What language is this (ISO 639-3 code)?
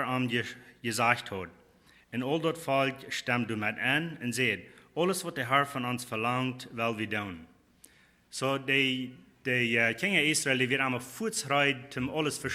pdt